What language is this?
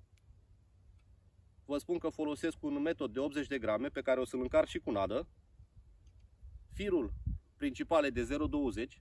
Romanian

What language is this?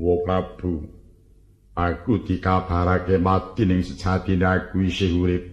Javanese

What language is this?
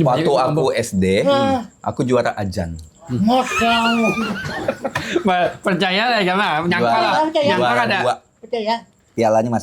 Banjar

